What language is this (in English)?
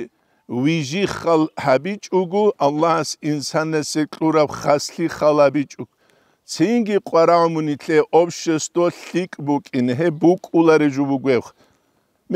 Avaric